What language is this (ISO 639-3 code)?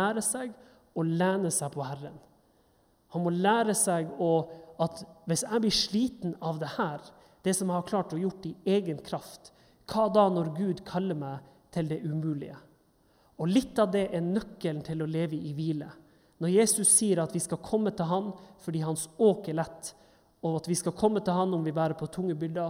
nor